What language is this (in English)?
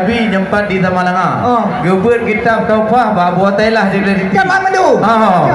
Achinese